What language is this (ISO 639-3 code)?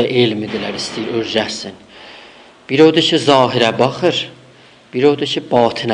azb